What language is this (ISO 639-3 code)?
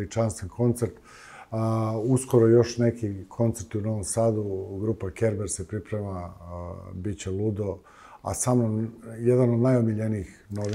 srp